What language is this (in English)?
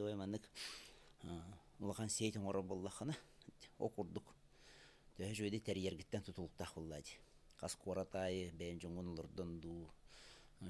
Yakut